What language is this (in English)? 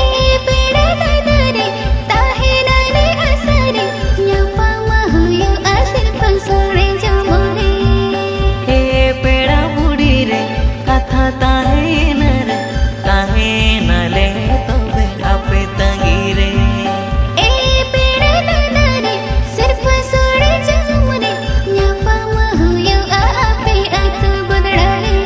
Santali